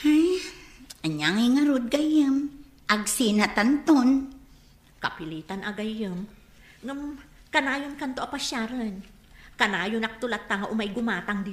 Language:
Iloko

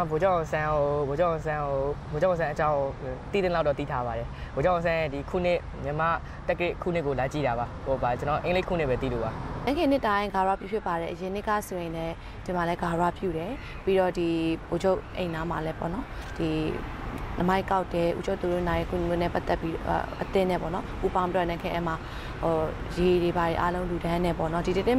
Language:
Burmese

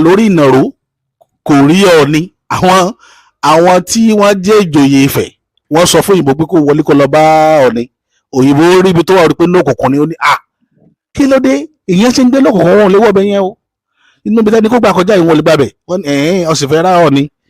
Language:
Yoruba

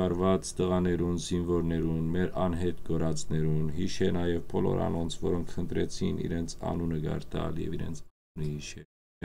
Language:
Western Armenian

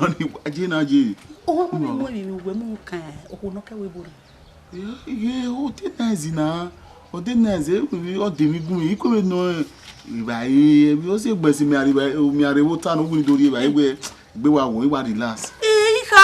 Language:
Bini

